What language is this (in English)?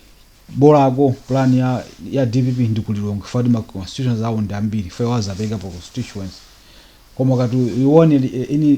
Nyanja